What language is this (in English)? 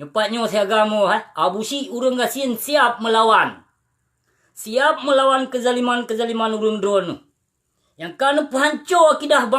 Achinese